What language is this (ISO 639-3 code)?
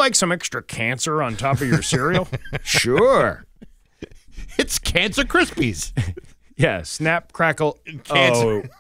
eng